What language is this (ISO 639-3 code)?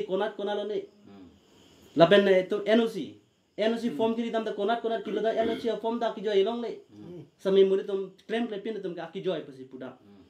mjw